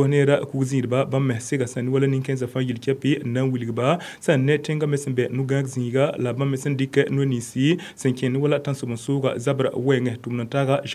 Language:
Mossi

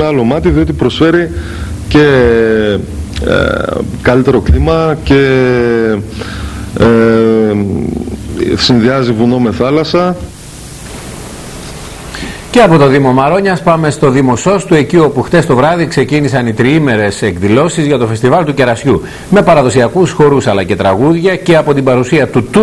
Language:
Greek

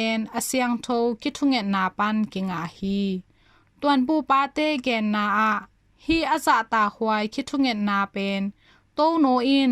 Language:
Tedim Chin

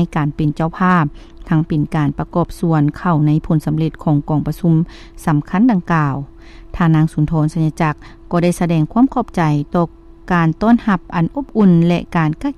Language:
Lao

